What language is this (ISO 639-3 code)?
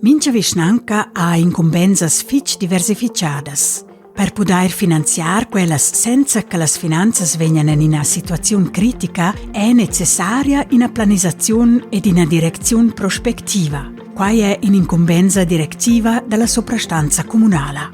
roh